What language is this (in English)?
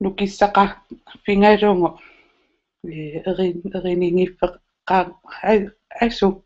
Kalaallisut